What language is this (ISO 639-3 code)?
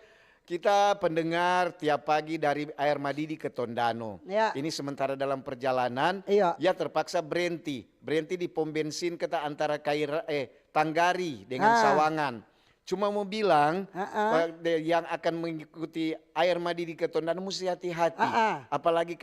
xmm